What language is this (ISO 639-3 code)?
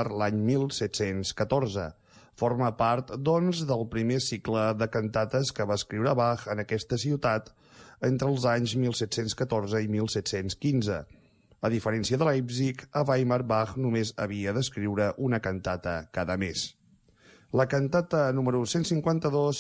cat